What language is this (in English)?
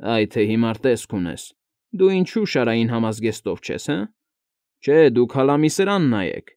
Armenian